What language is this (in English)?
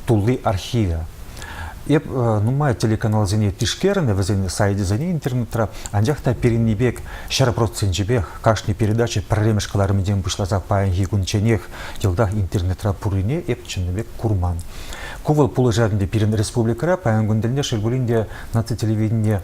Chuvash